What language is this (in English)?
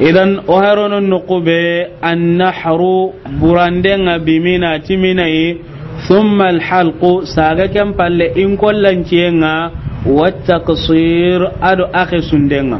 Soninke